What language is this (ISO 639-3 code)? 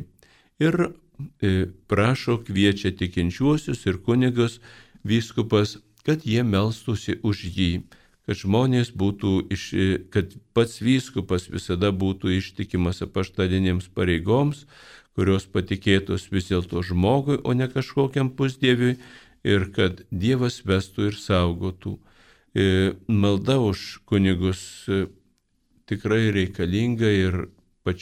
lit